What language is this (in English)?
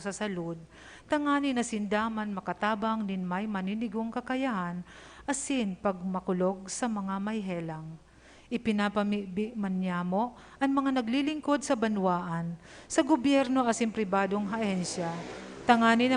Bikol